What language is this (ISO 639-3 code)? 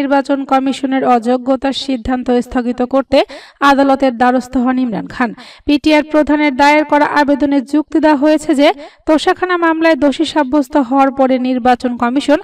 ben